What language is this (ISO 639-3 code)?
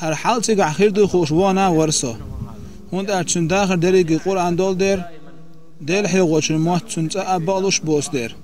che